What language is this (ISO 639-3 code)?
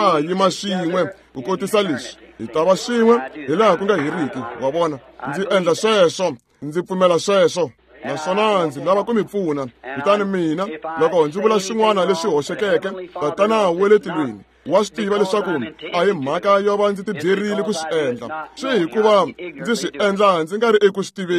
tso